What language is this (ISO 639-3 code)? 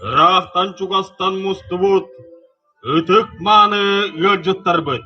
sah